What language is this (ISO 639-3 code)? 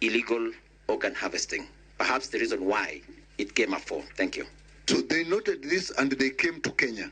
luo